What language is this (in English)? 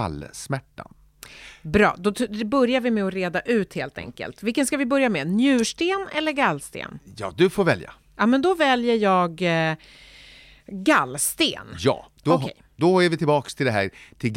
Swedish